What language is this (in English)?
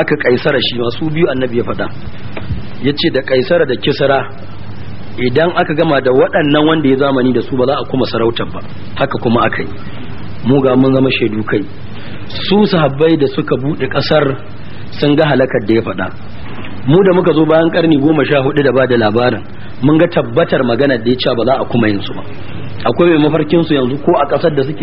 Hausa